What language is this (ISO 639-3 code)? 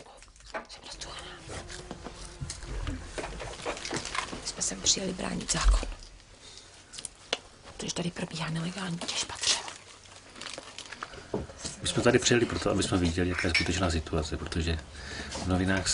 ces